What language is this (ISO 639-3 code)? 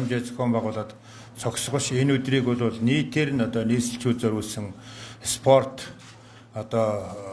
mon